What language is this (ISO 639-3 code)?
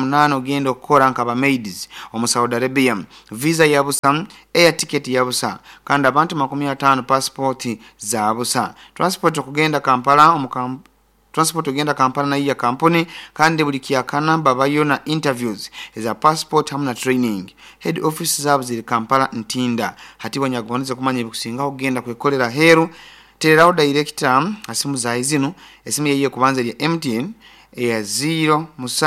nyo